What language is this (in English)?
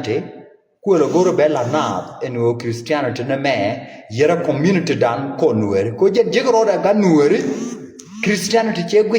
Nuer